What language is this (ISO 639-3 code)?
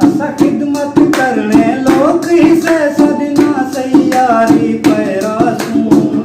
skr